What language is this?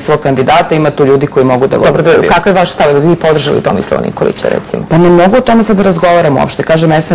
Serbian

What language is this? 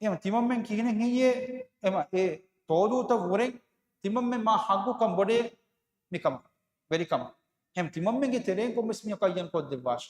Divehi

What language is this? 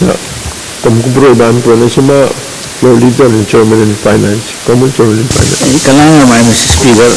Pohnpeian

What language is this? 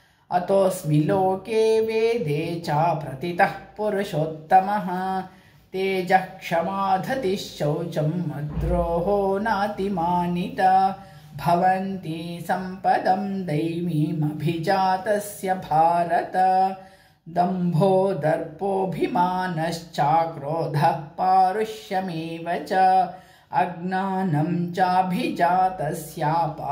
Sanskrit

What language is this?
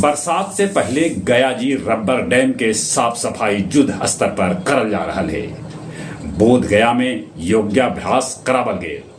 Magahi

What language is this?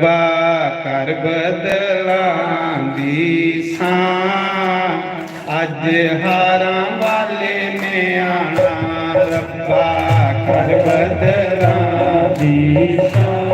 Dogri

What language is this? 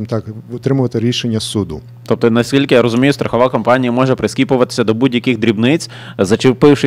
Ukrainian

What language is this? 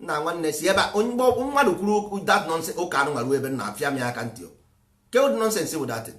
Igbo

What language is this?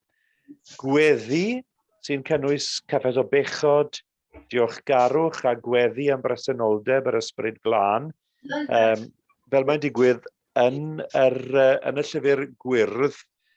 Welsh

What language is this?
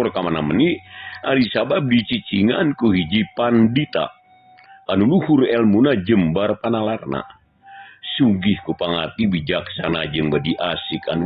Sundanese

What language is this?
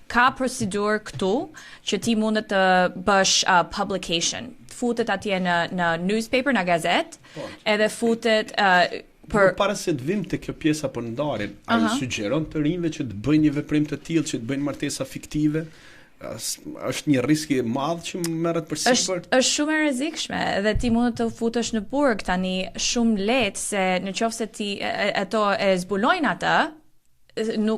Albanian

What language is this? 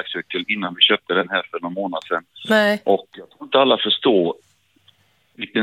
Swedish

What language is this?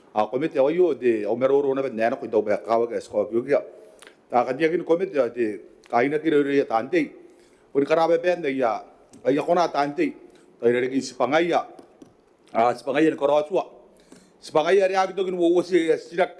Gilbertese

